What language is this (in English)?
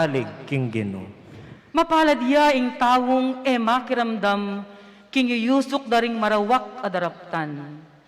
Pampanga